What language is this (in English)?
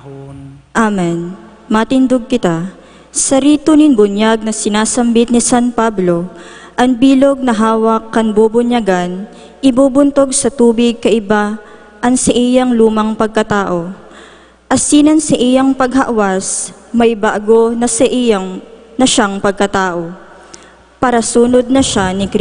Bikol